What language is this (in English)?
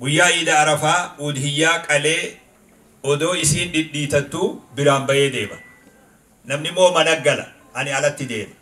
Oromo